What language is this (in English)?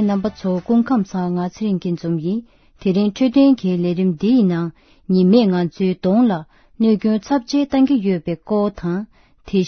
Tibetan